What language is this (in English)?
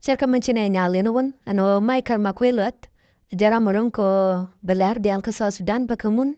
Nuer